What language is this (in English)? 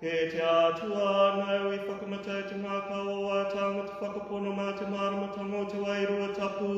Māori